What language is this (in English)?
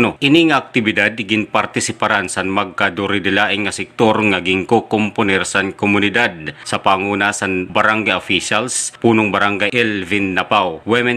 Waray